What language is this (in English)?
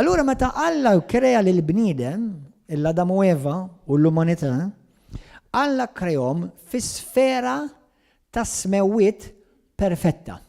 Maltese